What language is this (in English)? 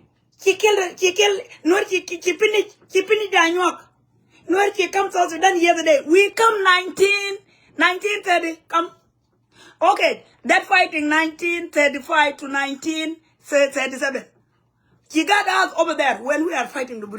Nuer